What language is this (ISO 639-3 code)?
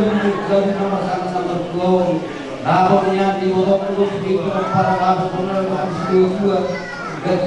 bbc